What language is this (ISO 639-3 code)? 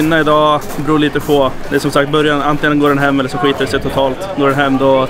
swe